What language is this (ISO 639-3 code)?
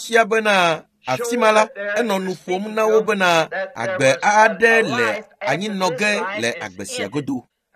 ewe